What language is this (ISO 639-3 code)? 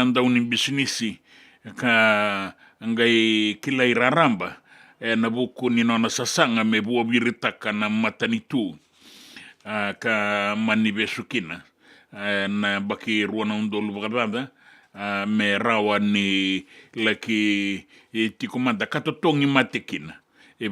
fij